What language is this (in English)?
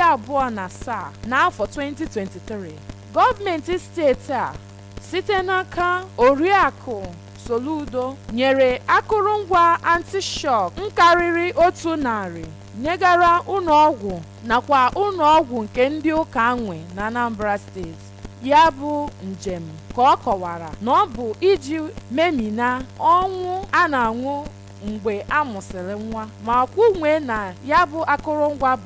Igbo